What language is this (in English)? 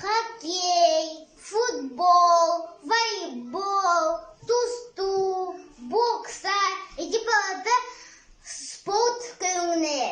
Yakut